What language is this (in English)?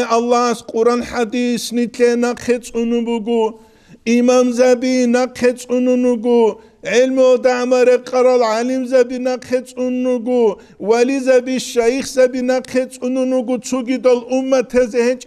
Avaric